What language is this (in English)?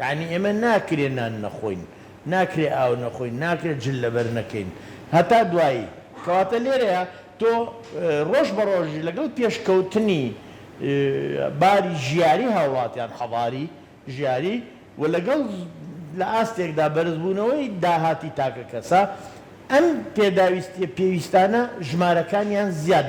Central Kurdish